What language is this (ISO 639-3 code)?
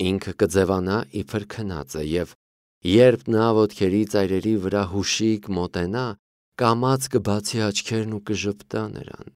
hye